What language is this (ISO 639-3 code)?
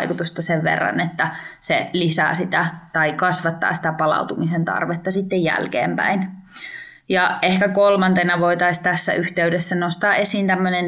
fin